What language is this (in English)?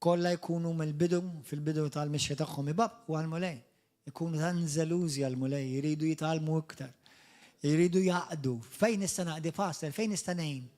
Maltese